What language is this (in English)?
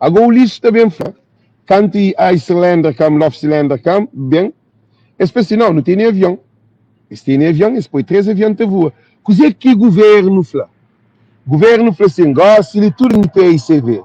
Kabuverdianu